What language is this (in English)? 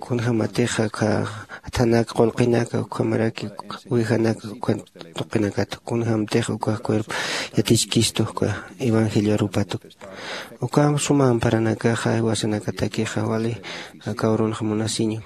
Aymara